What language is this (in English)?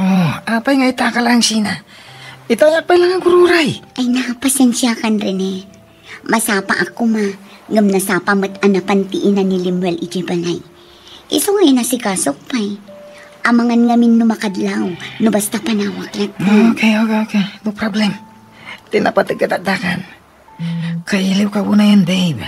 Iloko